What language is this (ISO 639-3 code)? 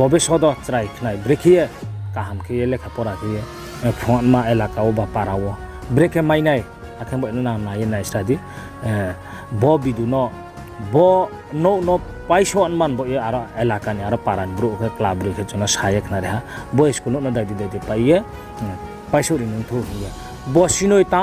ria